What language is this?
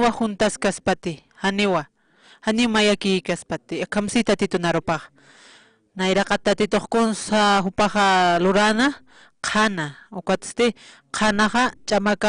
Aymara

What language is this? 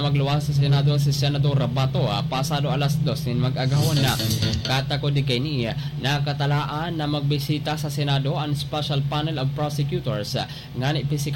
Bikol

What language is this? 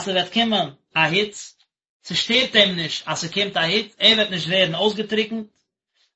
Yiddish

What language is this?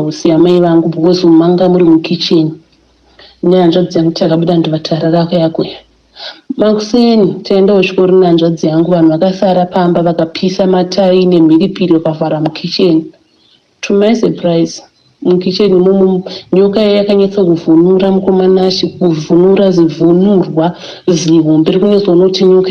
Shona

